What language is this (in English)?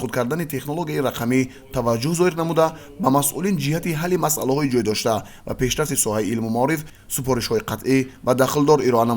Tajik